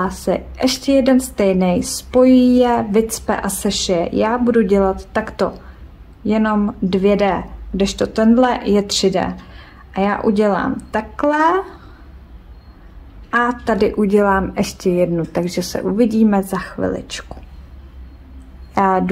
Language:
Czech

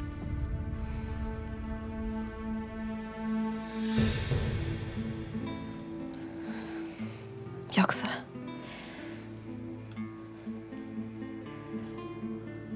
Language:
Turkish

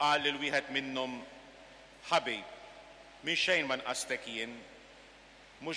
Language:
Maltese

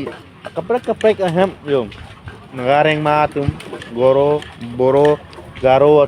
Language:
Karbi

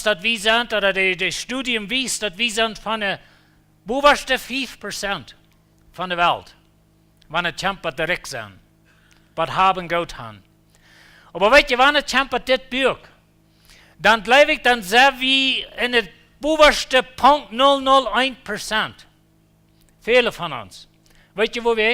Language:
Plautdietsch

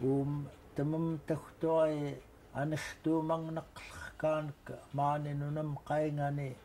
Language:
Central Yupik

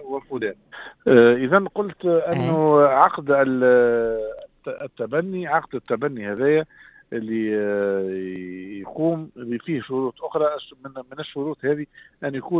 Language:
Tunisian Arabic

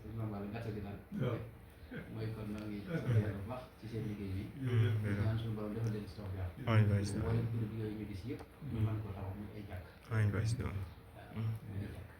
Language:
Wolof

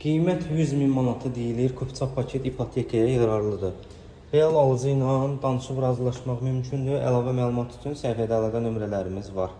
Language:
Azerbaijani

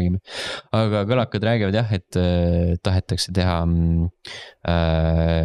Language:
Estonian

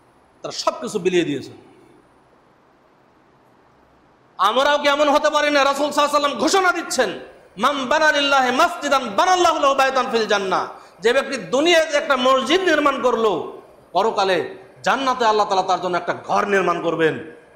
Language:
Bangla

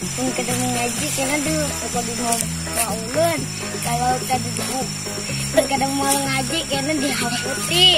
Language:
Banjar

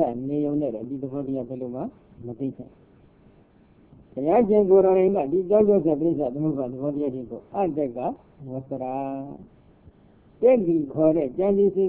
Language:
Burmese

